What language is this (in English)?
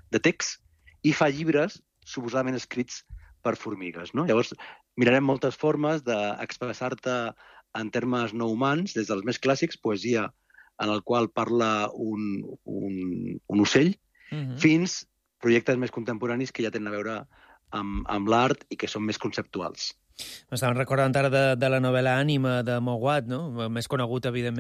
Catalan